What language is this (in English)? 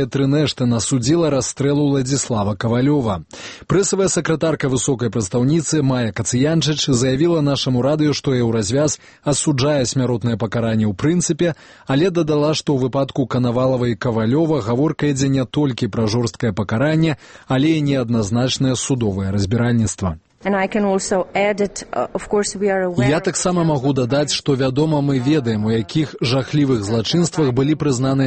Belarusian